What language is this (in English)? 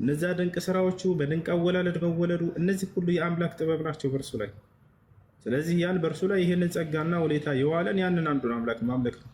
Amharic